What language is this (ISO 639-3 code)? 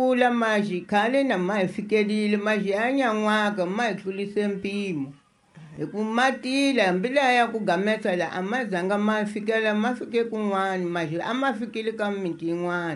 tso